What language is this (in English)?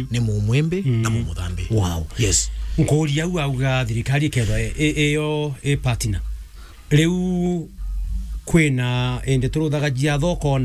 Meru